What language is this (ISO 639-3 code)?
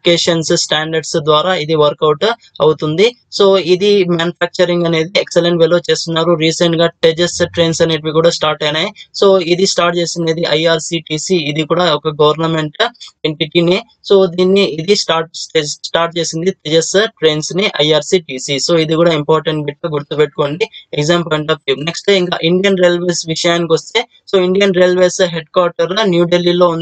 tel